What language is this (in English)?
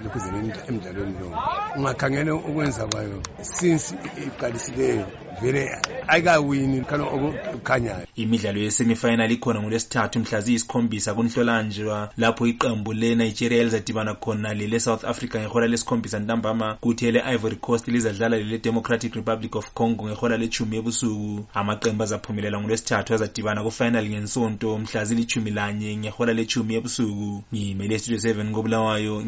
North Ndebele